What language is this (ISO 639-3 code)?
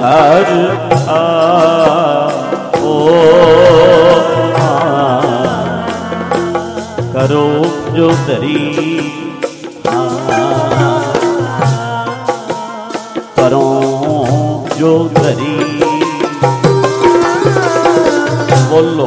pan